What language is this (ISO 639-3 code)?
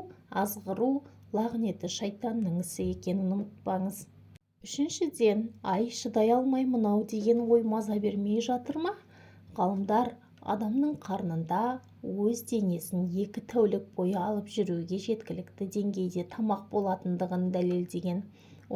kaz